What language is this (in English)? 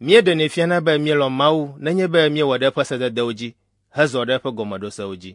Ewe